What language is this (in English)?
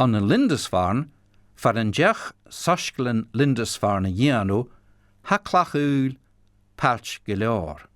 Scottish Gaelic